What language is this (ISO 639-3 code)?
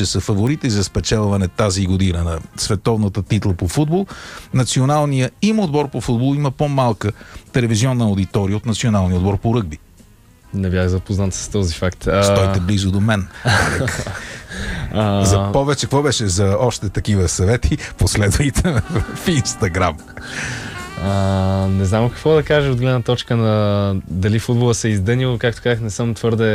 bul